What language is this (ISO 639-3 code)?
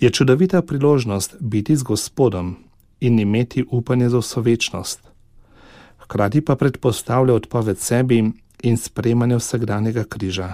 slv